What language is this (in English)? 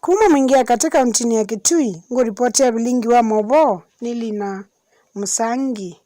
Kamba